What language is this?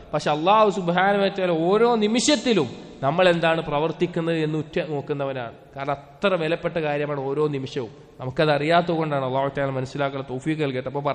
Malayalam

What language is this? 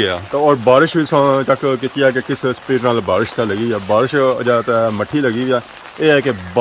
Pahari-Potwari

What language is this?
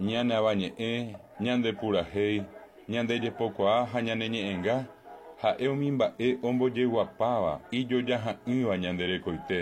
Guarani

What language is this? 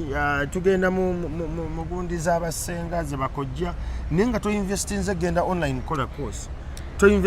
Ganda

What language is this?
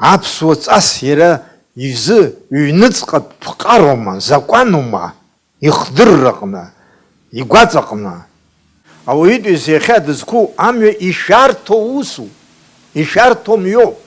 Abkhazian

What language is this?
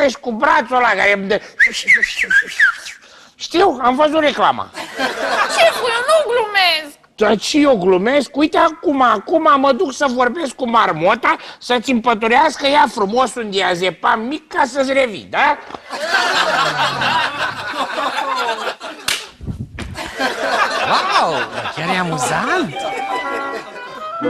Romanian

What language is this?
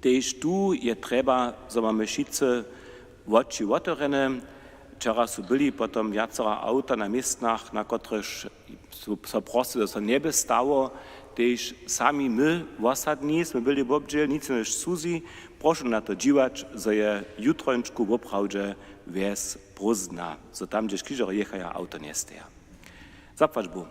Upper Sorbian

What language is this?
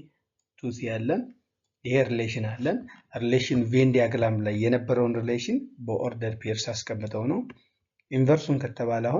Amharic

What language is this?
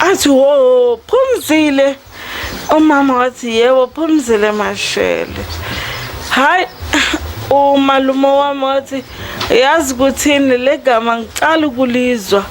Zulu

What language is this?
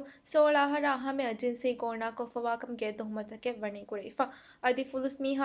Divehi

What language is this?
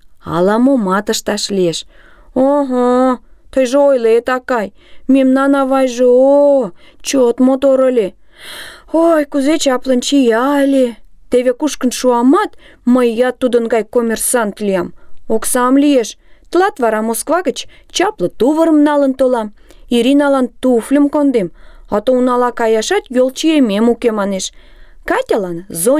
Mari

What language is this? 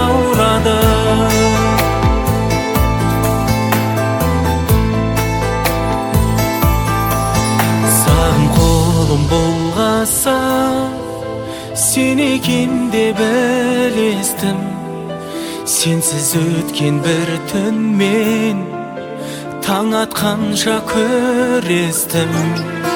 Kazakh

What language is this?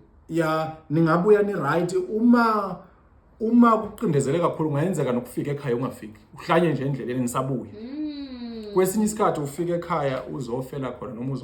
Zulu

